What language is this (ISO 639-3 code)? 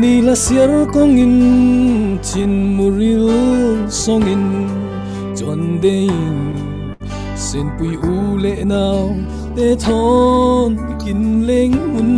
cfm